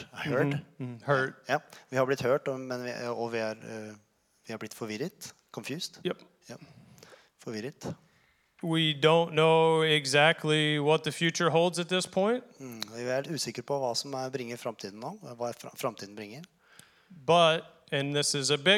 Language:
Norwegian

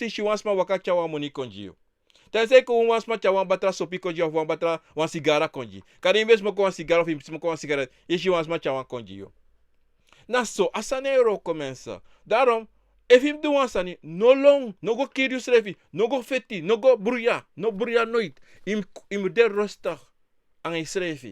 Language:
Sranan Tongo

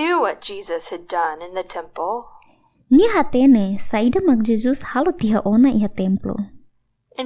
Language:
Tetum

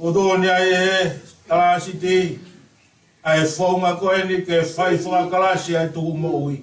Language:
Tongan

